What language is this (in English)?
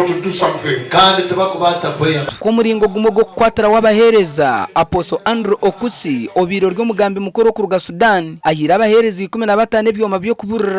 Nyankole